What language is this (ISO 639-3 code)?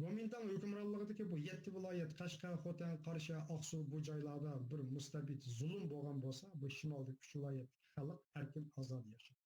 uig